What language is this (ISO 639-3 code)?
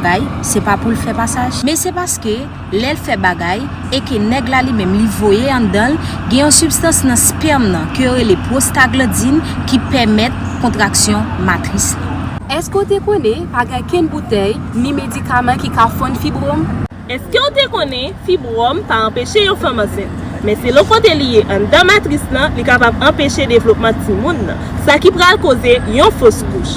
hat